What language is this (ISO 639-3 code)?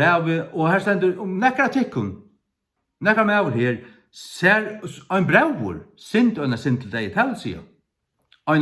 fao